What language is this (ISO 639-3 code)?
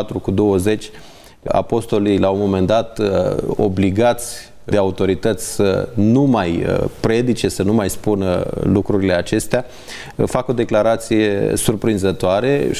ron